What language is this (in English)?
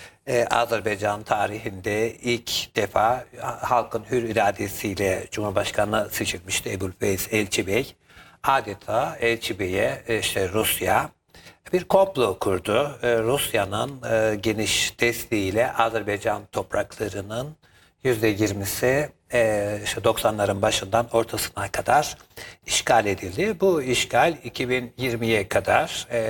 Turkish